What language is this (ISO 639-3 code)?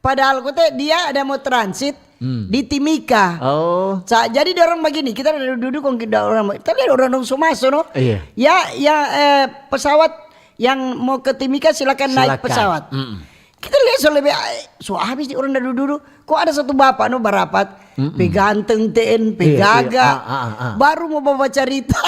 xmm